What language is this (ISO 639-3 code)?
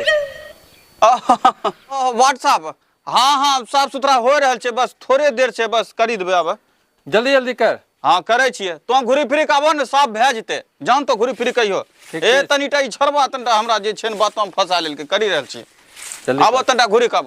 anp